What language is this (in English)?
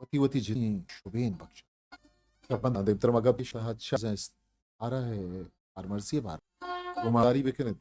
Eastern Balochi